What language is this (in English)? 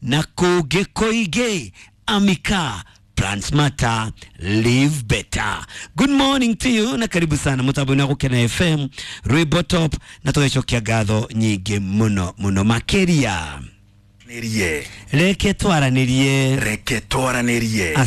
Kikuyu